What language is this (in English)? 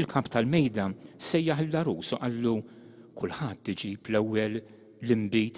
Maltese